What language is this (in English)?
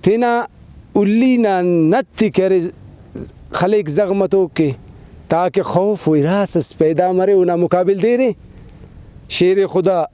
Brahui